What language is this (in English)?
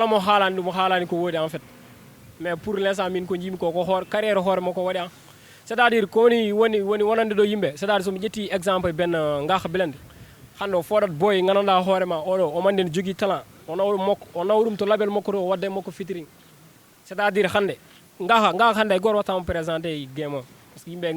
Fula